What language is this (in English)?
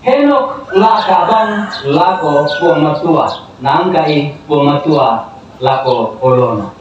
Toraja-Sa'dan